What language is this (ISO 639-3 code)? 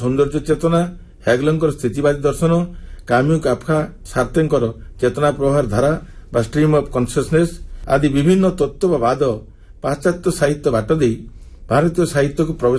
ori